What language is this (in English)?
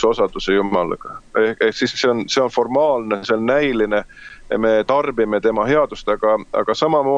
Estonian